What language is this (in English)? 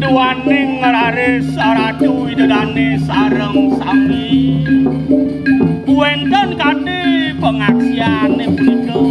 Balinese